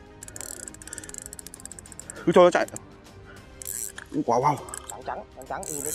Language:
Vietnamese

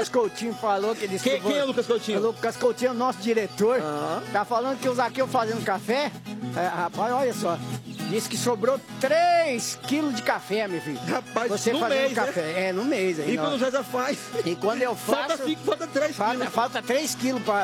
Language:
Portuguese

